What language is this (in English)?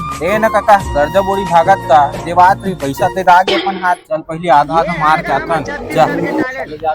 Chhattisgarhi